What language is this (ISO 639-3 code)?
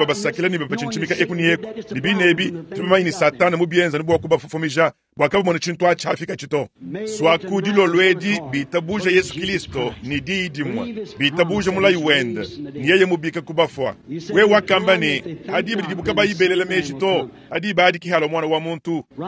lua